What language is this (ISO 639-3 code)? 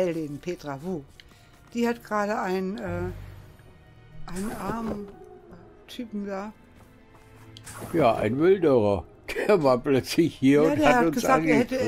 deu